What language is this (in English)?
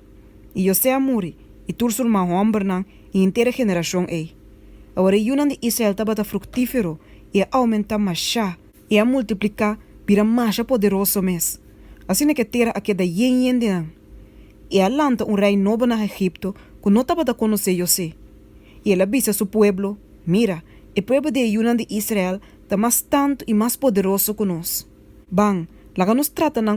Papiamento